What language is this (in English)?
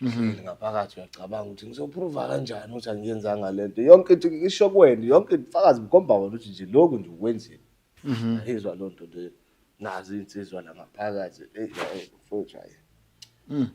Zulu